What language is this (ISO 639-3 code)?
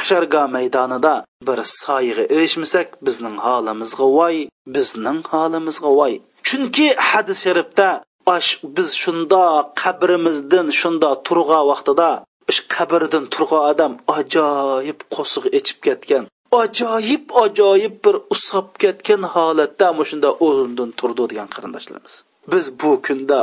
uig